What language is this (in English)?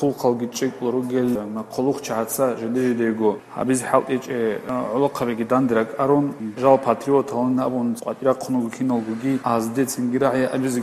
Avaric